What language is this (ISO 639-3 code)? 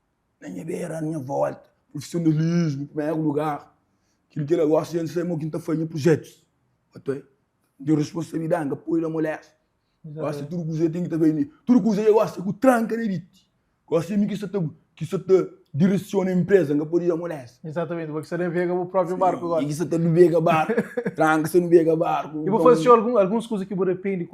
kea